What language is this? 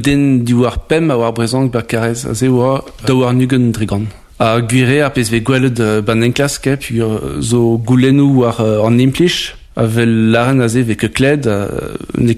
Breton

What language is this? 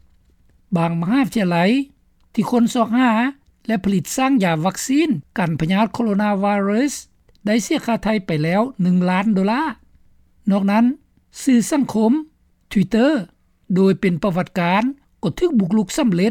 Lao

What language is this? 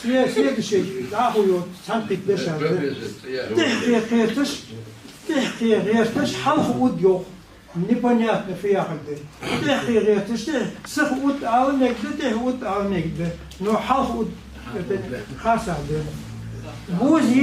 Ingush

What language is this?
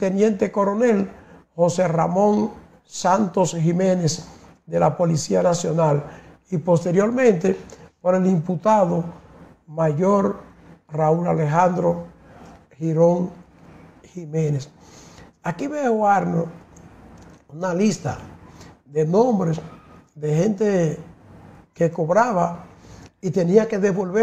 Spanish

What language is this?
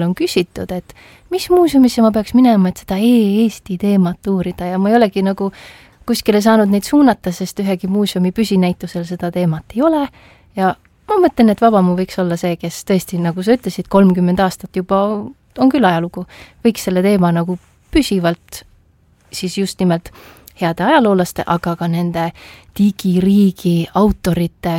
Estonian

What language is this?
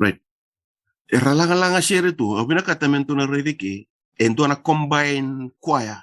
Fijian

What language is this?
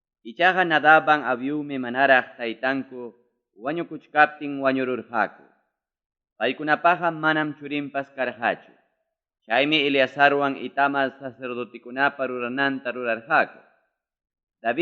Ayacucho Quechua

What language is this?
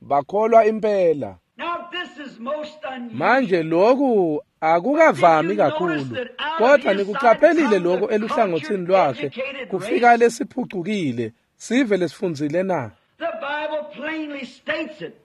Swati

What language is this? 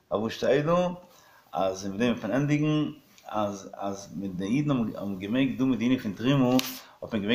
Yiddish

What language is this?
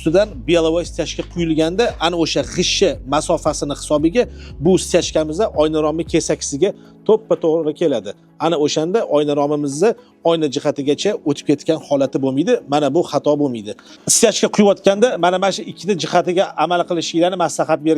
Uzbek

